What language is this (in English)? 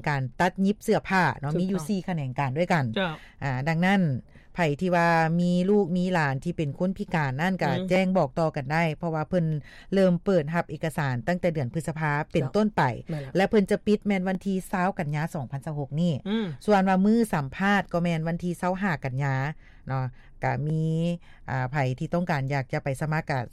Lao